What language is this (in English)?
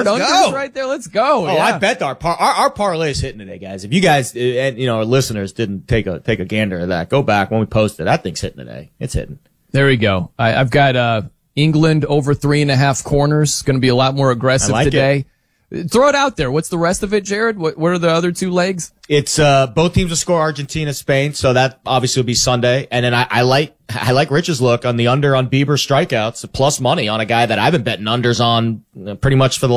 English